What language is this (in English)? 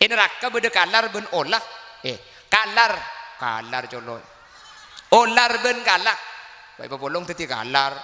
Madurese